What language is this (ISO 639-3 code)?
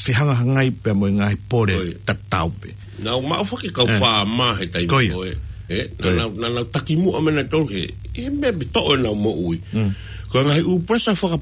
ton